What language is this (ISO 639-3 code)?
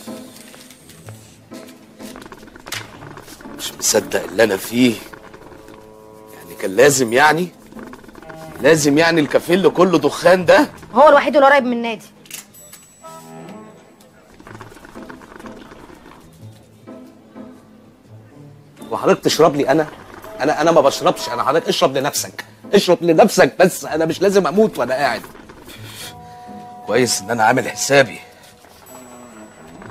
arz